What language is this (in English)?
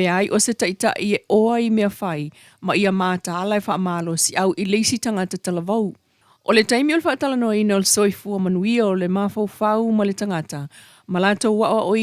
Samoan